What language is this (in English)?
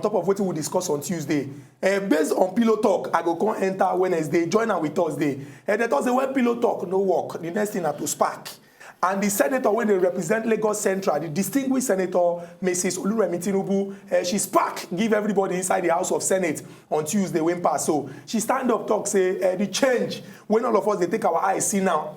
Nigerian Pidgin